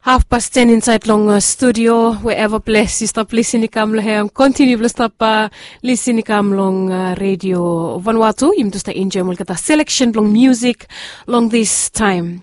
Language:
Bislama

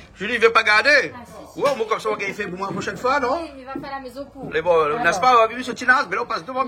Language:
Réunion Creole French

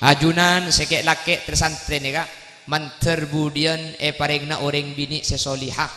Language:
Madurese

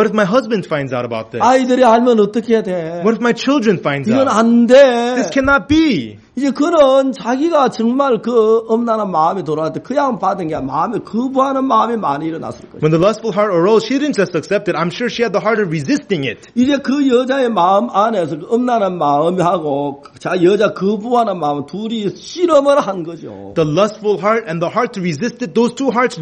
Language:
Korean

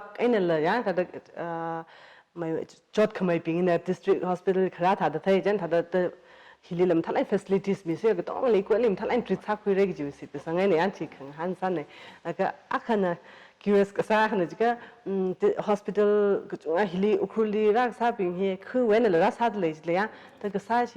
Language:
Tangkhul Naga (India)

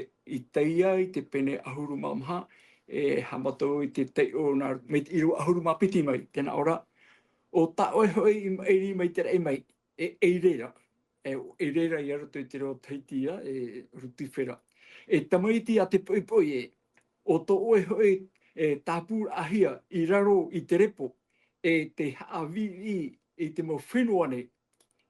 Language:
Tahitian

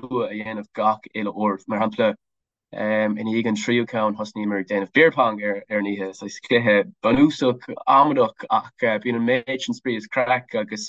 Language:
Irish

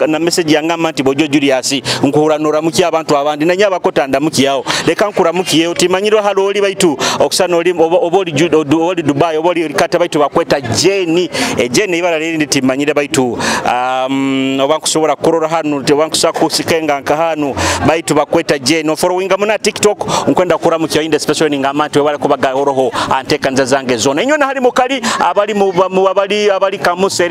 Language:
Nyoro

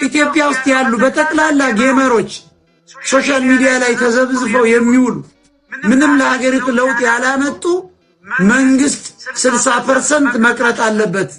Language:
Amharic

